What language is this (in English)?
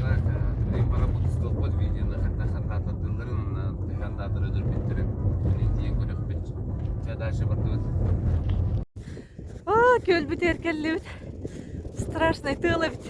Yakut